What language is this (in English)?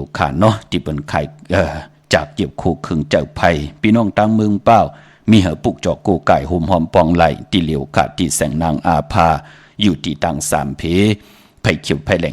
Shan